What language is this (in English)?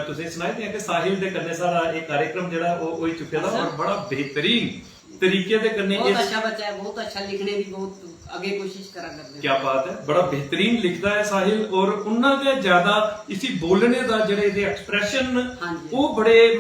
Dogri